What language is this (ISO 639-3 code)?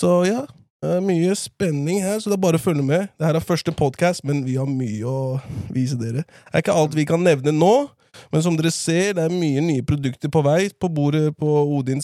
nor